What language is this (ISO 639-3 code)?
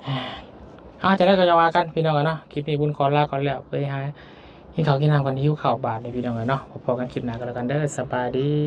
lao